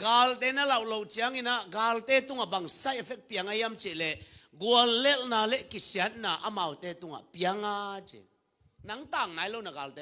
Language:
Tedim Chin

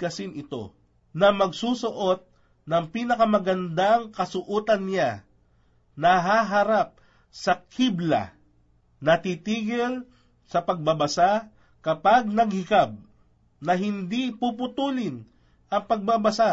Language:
Filipino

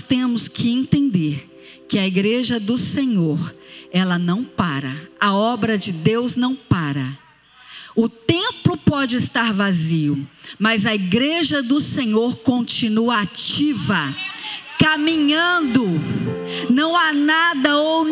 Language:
Portuguese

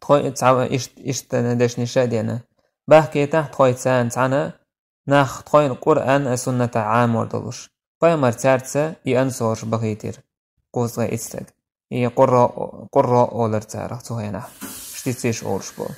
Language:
Chechen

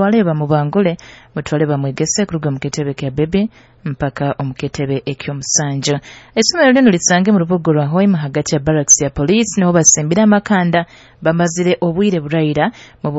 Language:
Nyoro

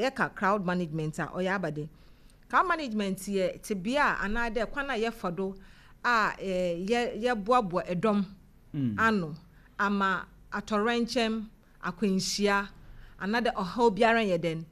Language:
Akan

